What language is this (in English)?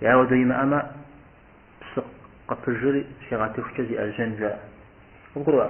Kabardian